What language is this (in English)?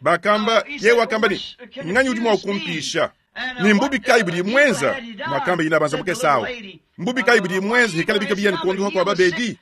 Luba-Lulua